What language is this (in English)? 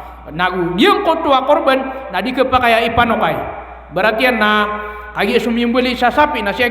Maranao